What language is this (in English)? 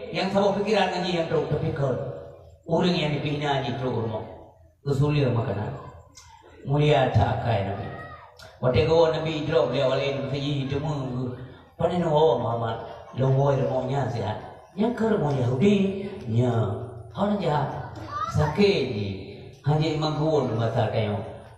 Achinese